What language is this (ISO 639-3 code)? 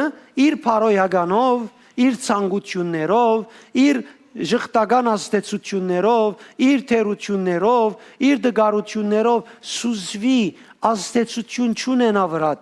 hyw